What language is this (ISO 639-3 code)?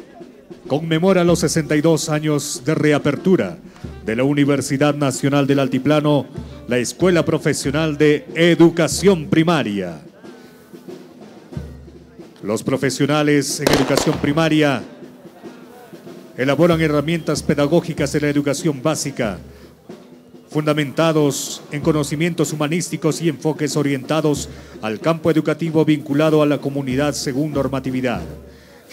spa